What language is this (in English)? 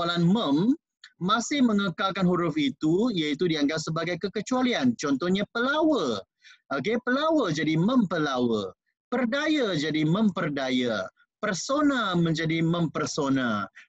Malay